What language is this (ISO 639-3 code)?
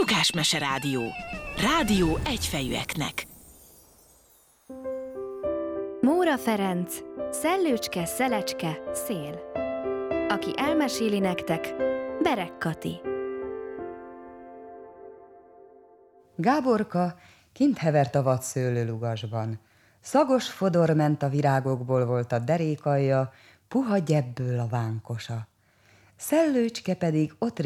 hun